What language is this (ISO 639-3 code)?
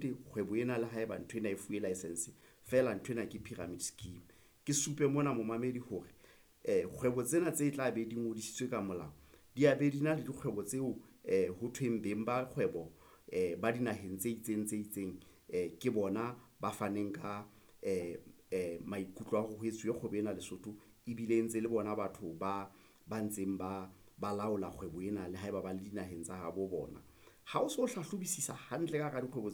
sot